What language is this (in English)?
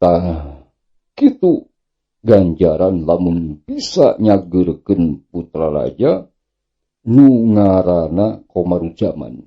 Sundanese